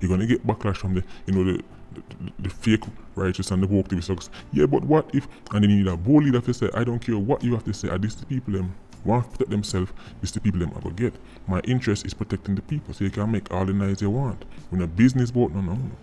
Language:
Jamaican Creole English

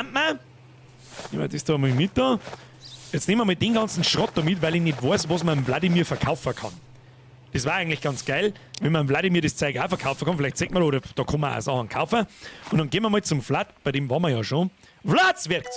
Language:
Bavarian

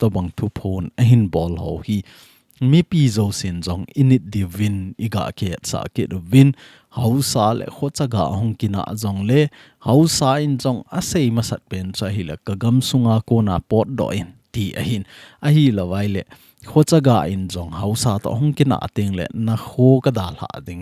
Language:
Thado Chin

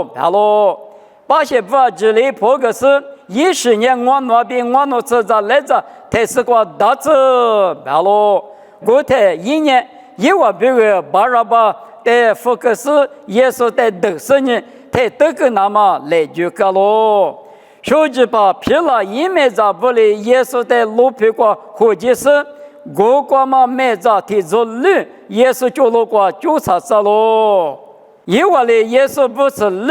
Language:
Lisu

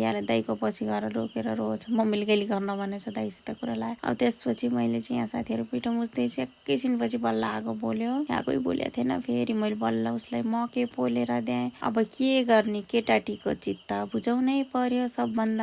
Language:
Nepali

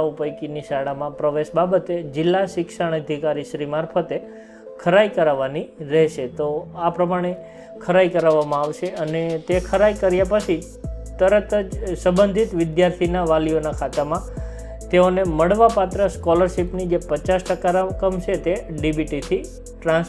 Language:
Gujarati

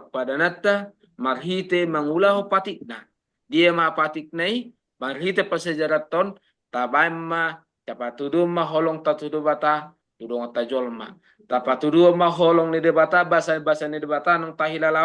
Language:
Batak Toba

